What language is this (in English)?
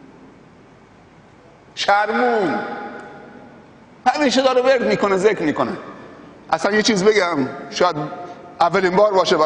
Persian